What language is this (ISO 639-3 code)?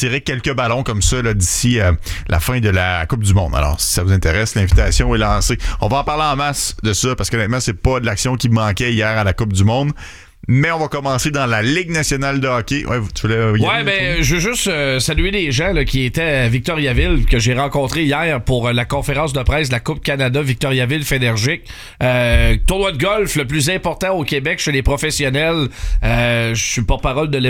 fra